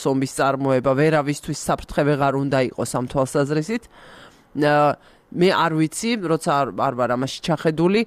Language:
Georgian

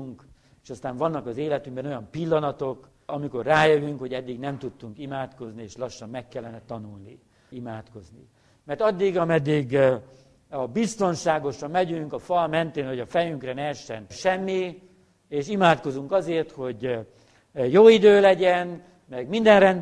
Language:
Hungarian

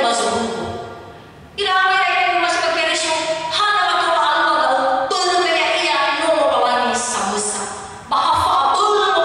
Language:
Nias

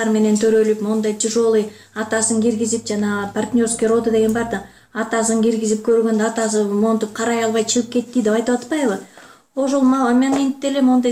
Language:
Kyrgyz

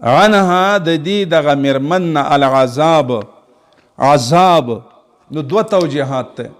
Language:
Pashto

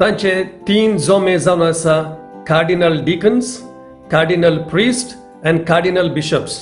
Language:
Konkani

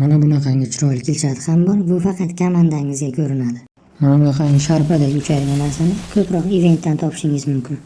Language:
Uzbek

